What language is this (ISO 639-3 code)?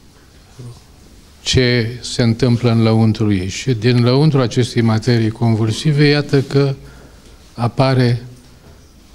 ron